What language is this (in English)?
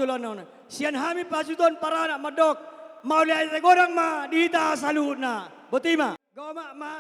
Batak Toba